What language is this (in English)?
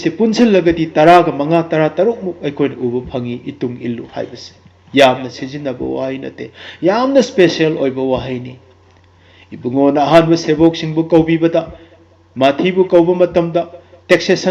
Manipuri